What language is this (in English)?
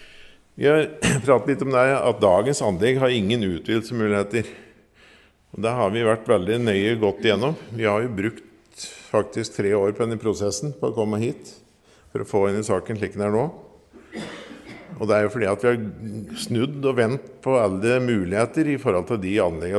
Norwegian